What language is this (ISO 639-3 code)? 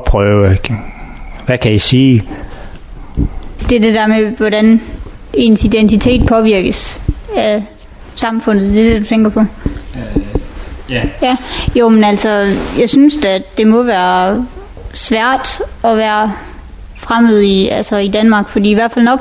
dan